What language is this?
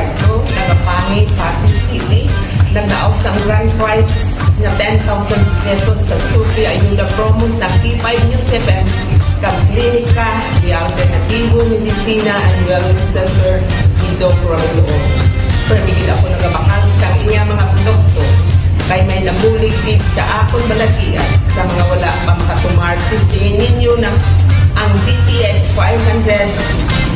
Hiligaynon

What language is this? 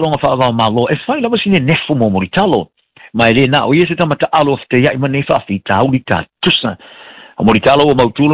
Samoan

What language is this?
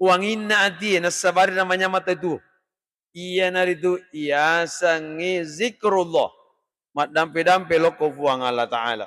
Buginese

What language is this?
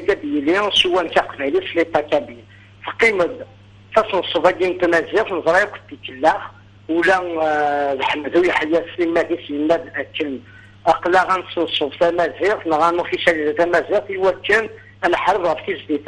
Kabyle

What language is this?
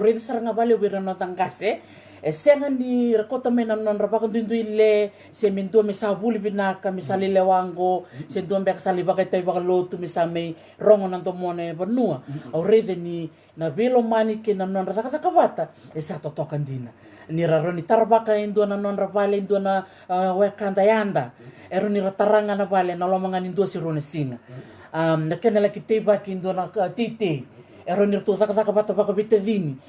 Fijian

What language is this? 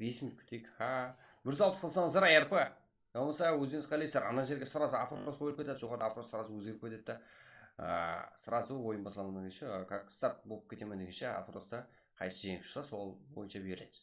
Kara-Kalpak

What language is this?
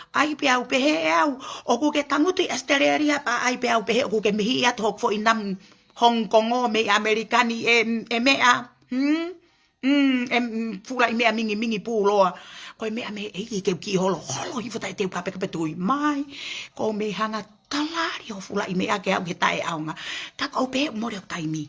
Tongan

